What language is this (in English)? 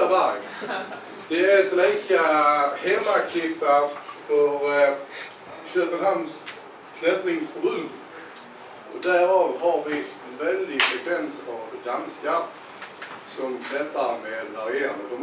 Swedish